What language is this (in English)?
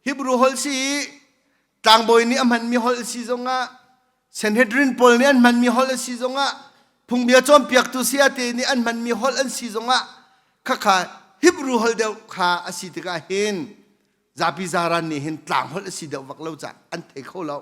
Hakha Chin